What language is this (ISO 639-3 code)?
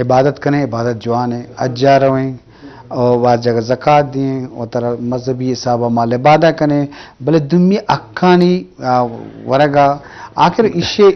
bgp